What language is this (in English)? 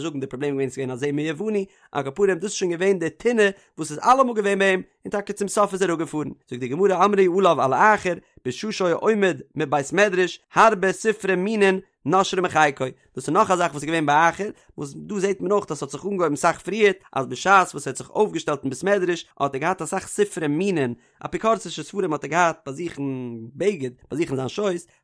Yiddish